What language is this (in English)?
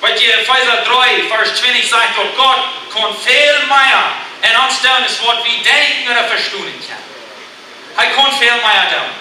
Plautdietsch